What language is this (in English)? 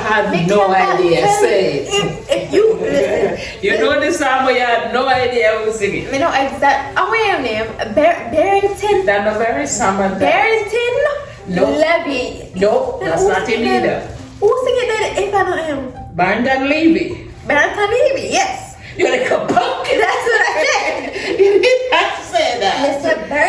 Jamaican Creole English